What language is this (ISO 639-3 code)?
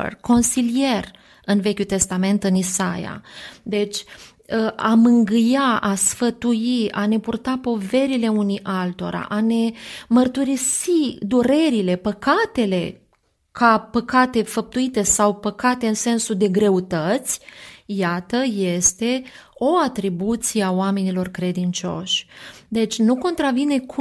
ron